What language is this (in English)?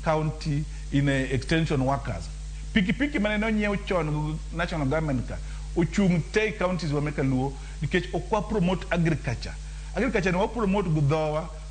Luo (Kenya and Tanzania)